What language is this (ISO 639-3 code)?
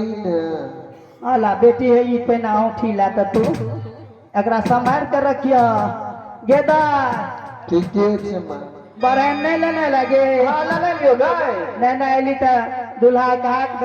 mai